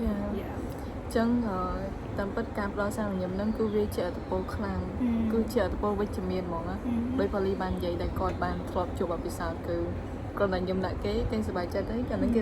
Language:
Khmer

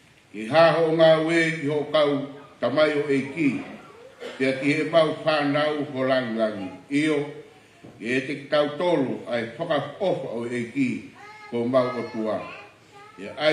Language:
Tongan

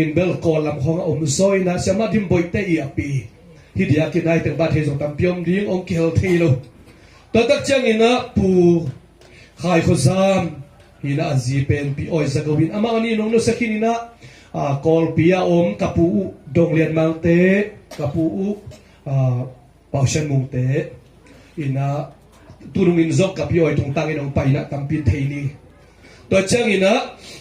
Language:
Tedim Chin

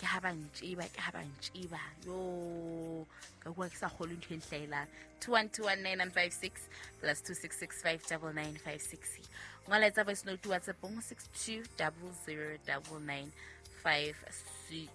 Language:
Southern Sotho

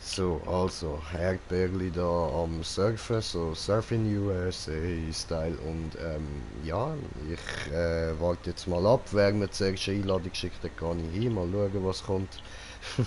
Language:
Swiss German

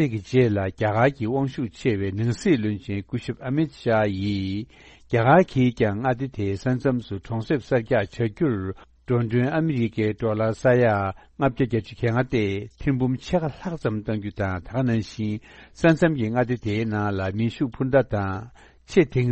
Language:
Tibetan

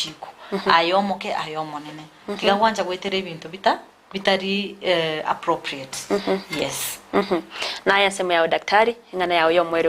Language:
Gusii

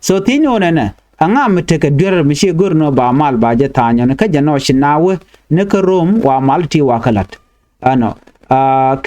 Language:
Nuer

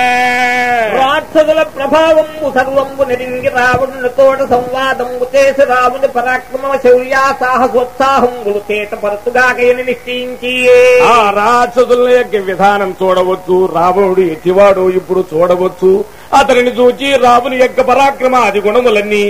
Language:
Telugu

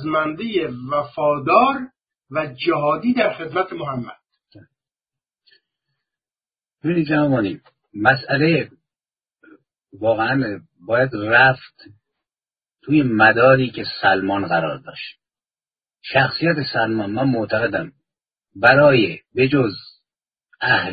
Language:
Persian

